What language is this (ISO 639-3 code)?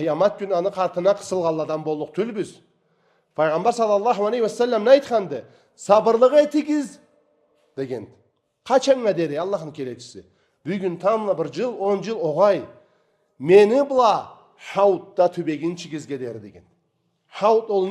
krc